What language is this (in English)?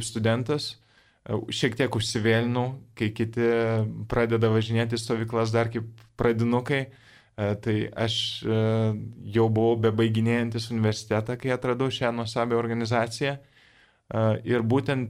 Lithuanian